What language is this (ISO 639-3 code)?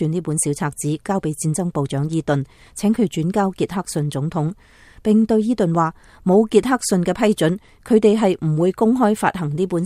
yue